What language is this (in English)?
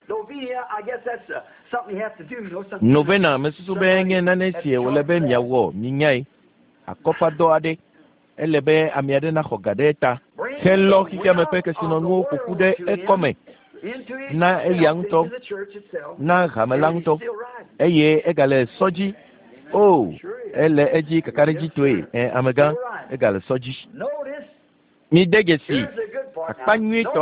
Ewe